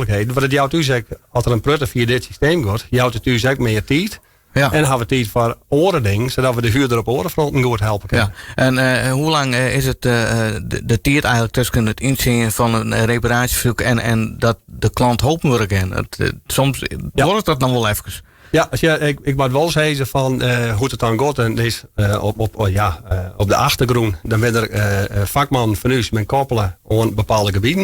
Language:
Western Frisian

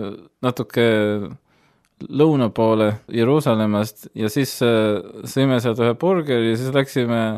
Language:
Estonian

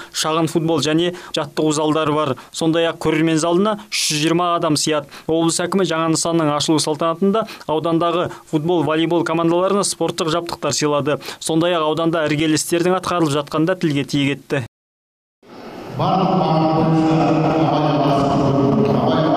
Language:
Kazakh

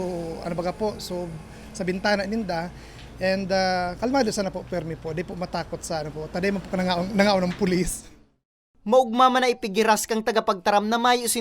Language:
Bikol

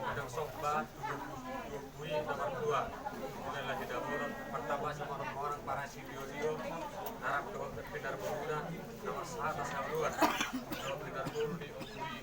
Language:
Batak Toba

